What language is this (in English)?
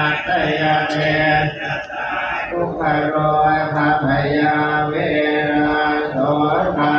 Pali